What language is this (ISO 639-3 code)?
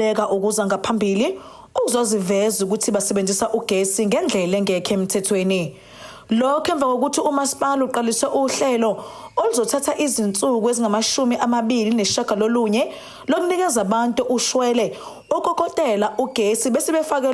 zul